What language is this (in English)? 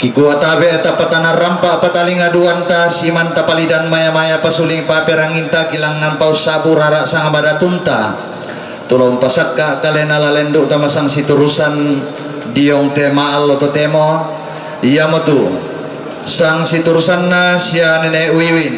Toraja-Sa'dan